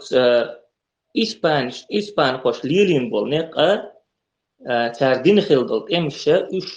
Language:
Chechen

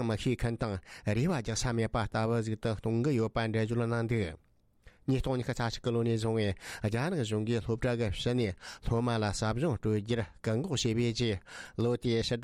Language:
Tibetan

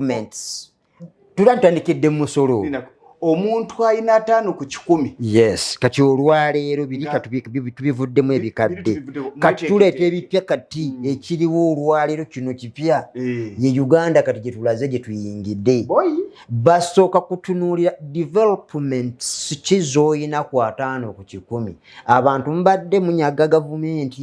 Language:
Ganda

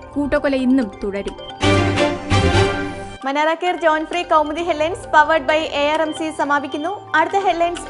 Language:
Malayalam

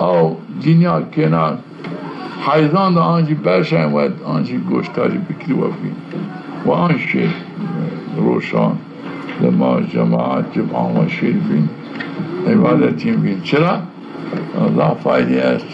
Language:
Zaza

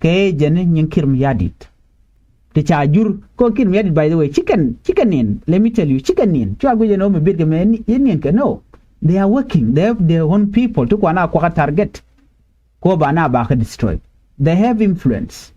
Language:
Nuer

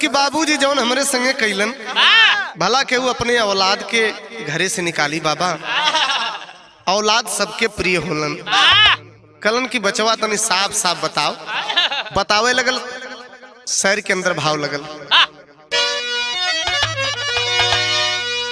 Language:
Bhojpuri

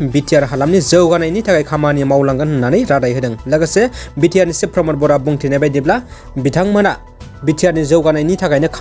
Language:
Bodo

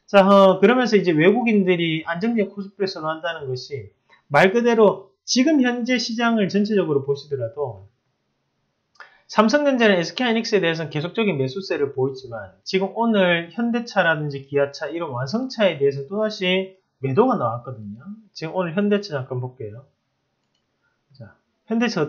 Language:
Korean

